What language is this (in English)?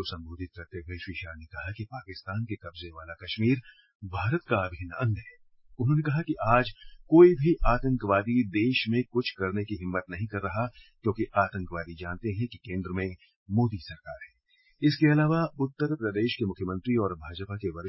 Hindi